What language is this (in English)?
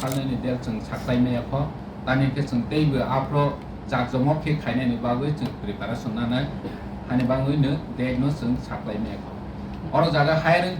Kok Borok